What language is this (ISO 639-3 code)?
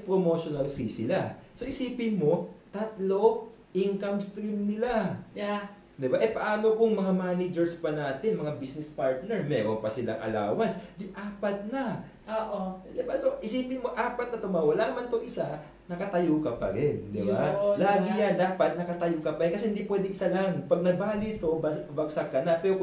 fil